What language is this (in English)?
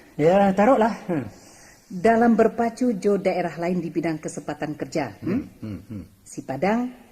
Minangkabau